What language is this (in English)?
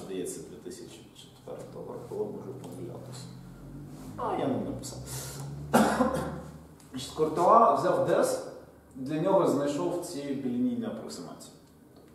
Ukrainian